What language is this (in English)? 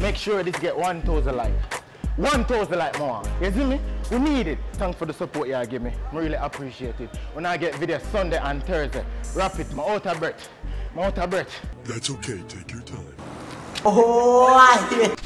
Jamaican Creole English